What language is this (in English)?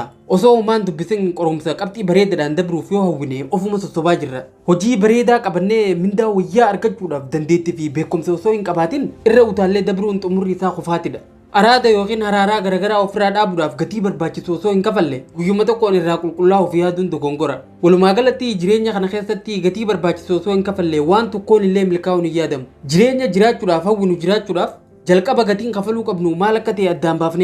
Oromo